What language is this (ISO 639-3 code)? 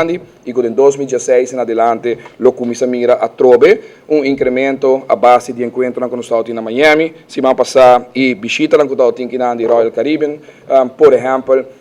pap